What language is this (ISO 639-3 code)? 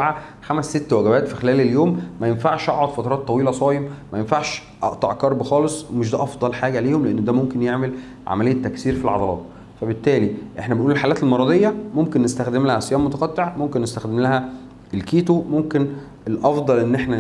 arz